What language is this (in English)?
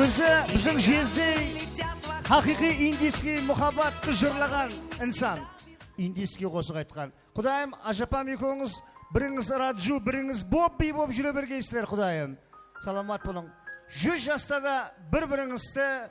Kara-Kalpak